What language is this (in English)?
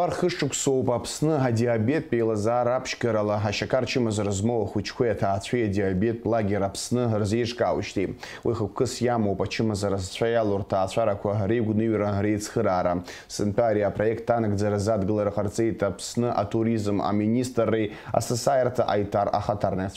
Abkhazian